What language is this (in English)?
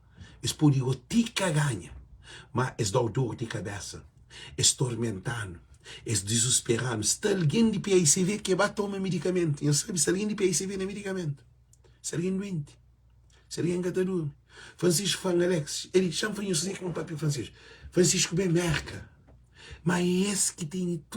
Kabuverdianu